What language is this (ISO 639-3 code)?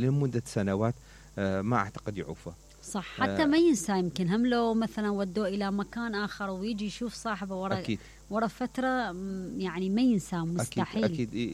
acm